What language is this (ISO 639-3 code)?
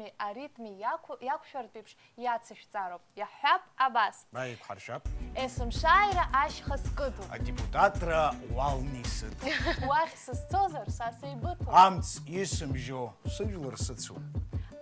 abk